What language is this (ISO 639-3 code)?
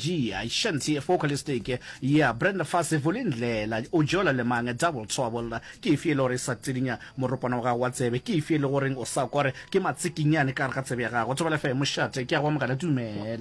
nso